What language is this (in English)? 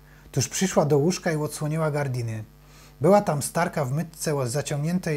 Silesian